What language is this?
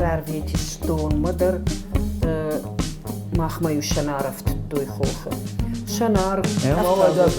Ossetic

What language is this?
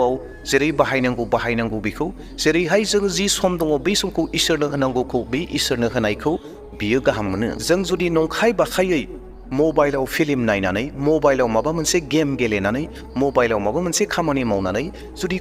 Bodo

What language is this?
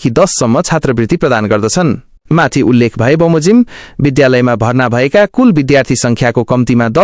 Nepali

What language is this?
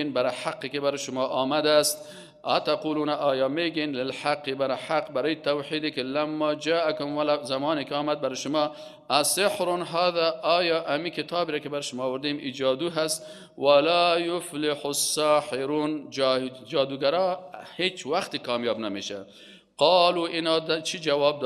Persian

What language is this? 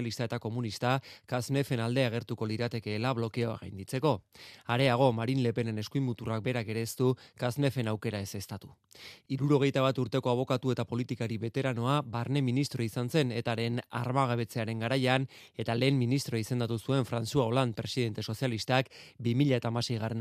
Basque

